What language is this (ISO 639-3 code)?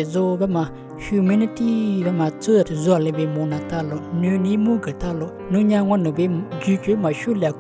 lis